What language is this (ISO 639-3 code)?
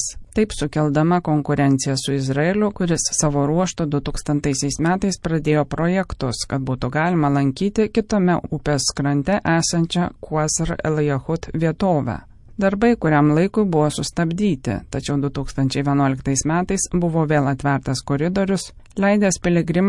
lit